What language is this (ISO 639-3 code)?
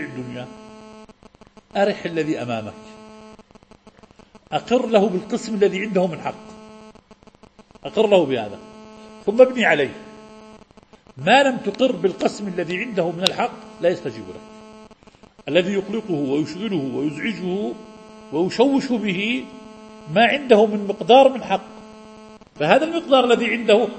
ara